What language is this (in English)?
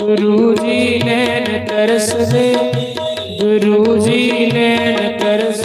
Dogri